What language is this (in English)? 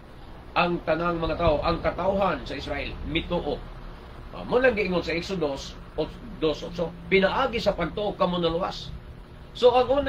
Cebuano